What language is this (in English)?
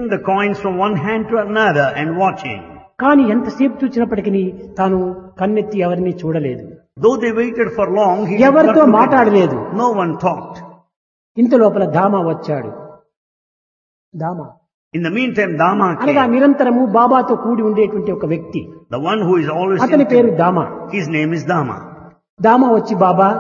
Telugu